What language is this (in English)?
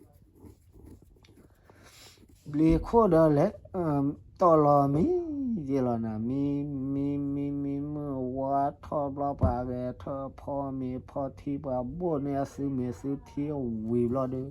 S'gaw Karen